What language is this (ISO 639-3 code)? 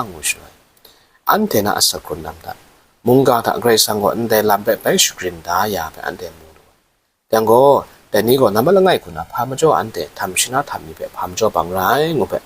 kac